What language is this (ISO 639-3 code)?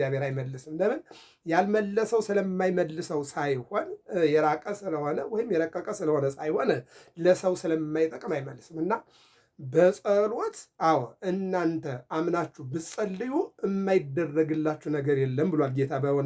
amh